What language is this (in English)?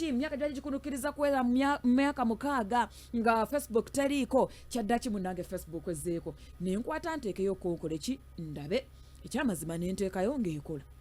Ganda